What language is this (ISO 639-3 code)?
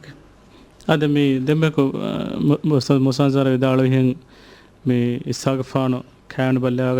div